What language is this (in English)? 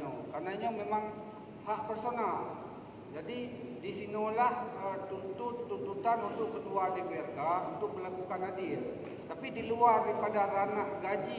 Achinese